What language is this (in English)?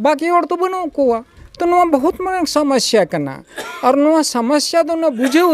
Santali